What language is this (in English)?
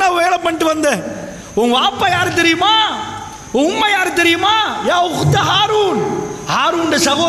Tamil